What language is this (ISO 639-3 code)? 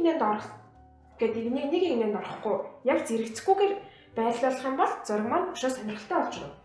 mon